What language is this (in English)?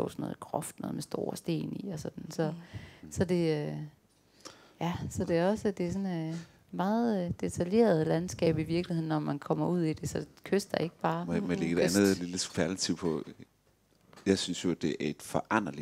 Danish